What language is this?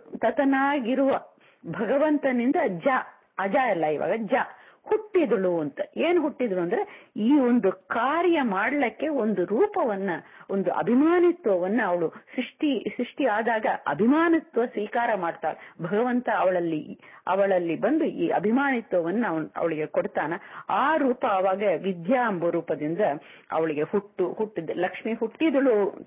Kannada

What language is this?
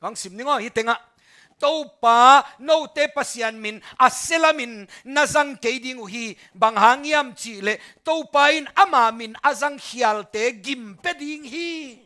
Tedim Chin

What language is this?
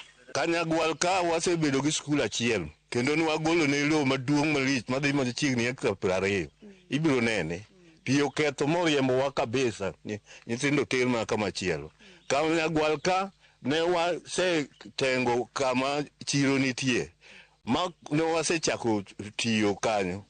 Luo (Kenya and Tanzania)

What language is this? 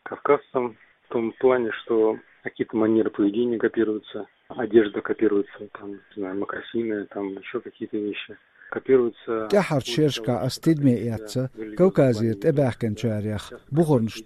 Chechen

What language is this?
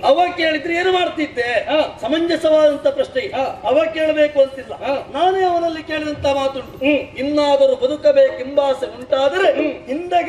Kannada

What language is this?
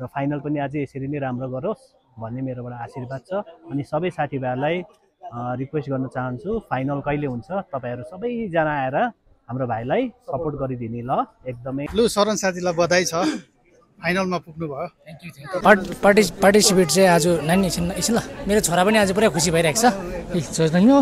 Nepali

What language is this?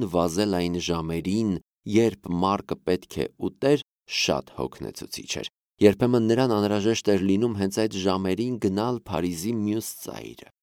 Armenian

